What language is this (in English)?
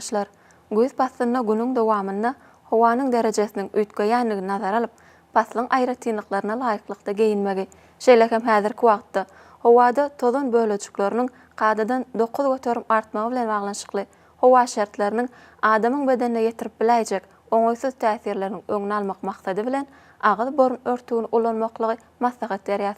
Turkmen